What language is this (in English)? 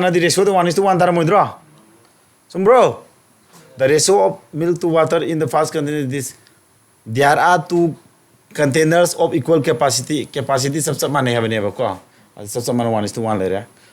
Manipuri